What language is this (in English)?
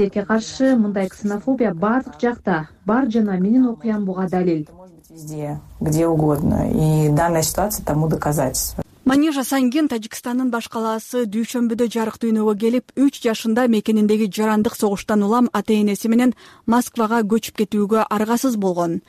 Kyrgyz